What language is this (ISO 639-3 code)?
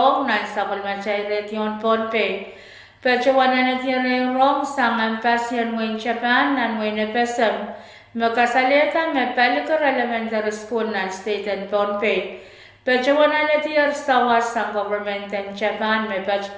pon